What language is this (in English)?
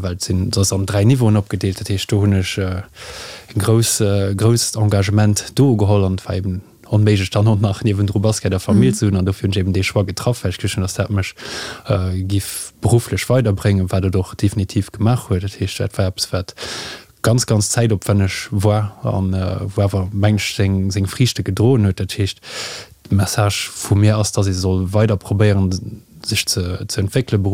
Luxembourgish